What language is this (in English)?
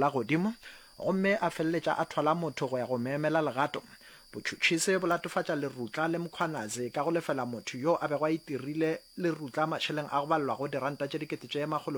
Northern Sotho